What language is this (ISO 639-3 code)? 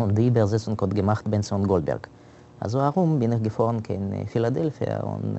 yid